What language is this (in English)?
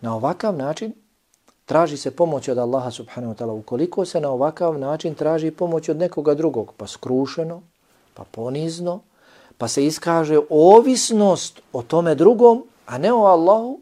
Bosnian